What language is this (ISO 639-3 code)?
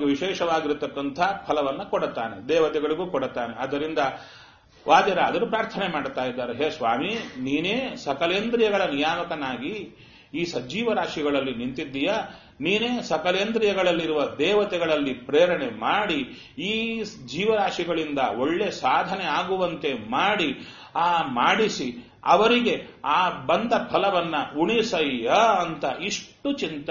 kan